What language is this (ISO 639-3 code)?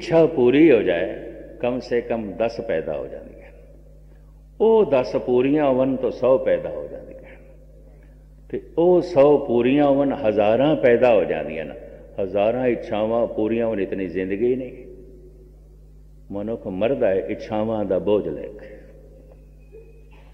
pan